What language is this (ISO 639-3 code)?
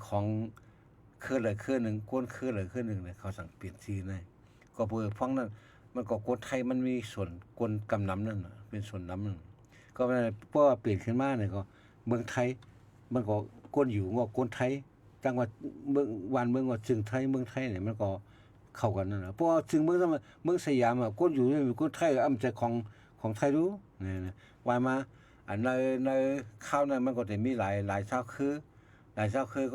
shn